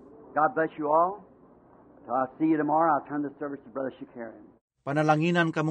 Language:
Cebuano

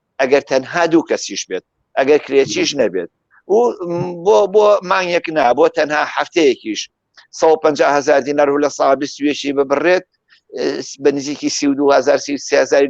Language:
Central Kurdish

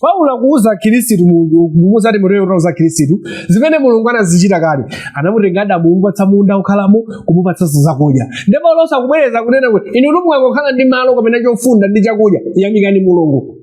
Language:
Nyanja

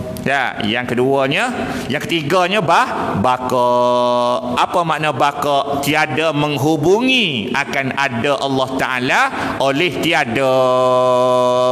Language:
Malay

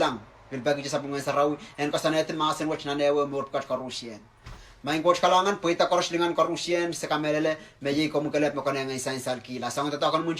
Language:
Pohnpeian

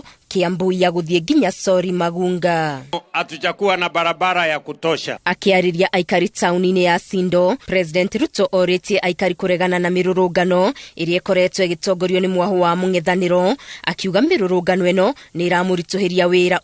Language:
Kikuyu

